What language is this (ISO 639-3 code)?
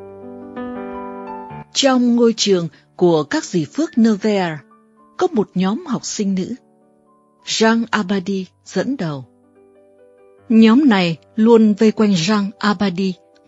vie